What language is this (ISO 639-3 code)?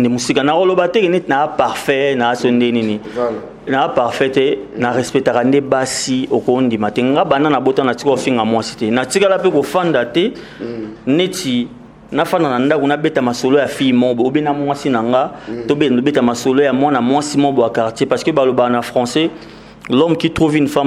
lin